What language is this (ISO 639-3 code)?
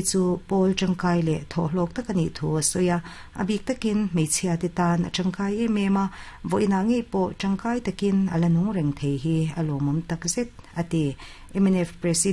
lus